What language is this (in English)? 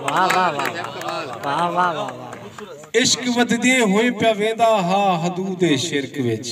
Saraiki